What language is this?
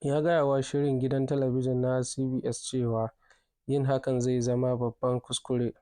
Hausa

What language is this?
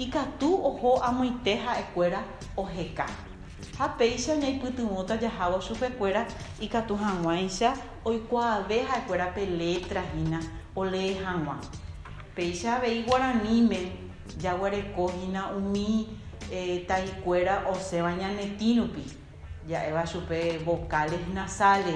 Guarani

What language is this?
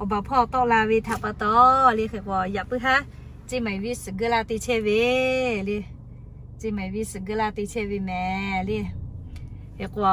Lahu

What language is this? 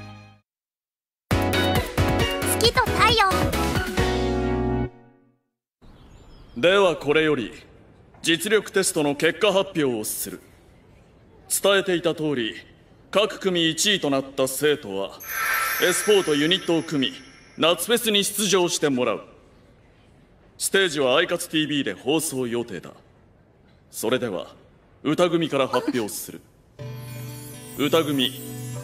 Japanese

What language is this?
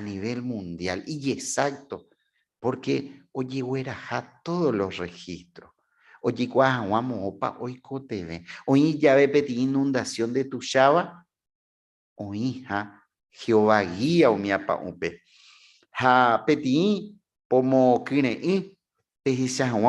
Guarani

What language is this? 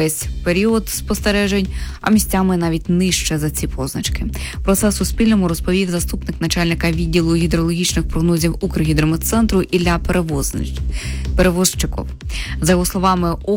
Ukrainian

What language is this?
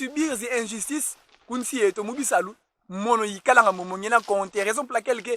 Kongo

